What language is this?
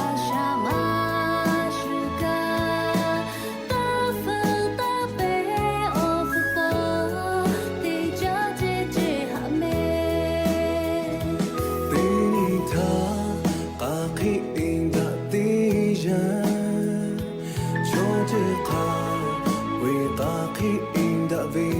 Lahu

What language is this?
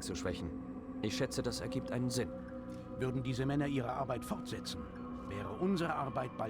Bavarian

